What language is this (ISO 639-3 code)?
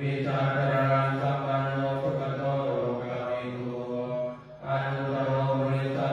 pli